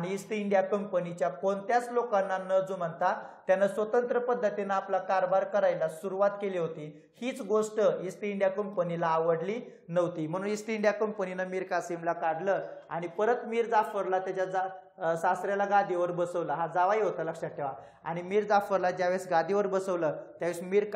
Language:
Marathi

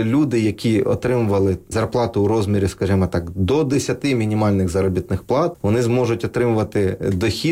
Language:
Ukrainian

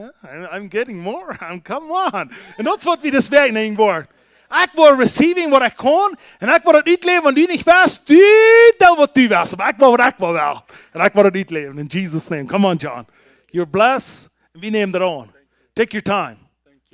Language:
Plautdietsch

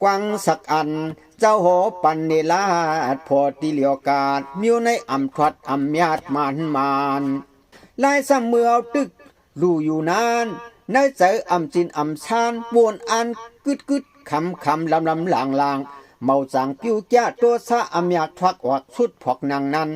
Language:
Shan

